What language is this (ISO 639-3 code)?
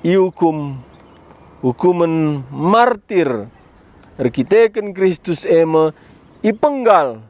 btx